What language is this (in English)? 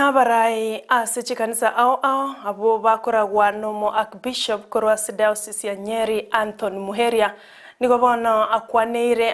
Gusii